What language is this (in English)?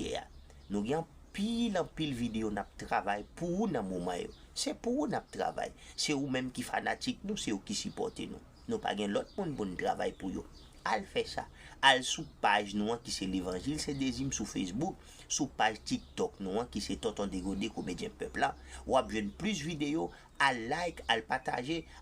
Haitian Creole